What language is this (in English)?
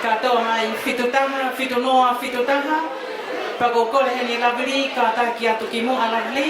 Tongan